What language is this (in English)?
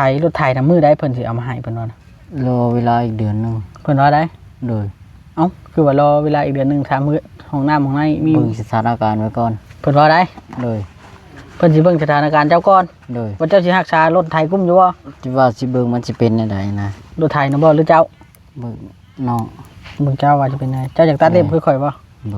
Northeastern Thai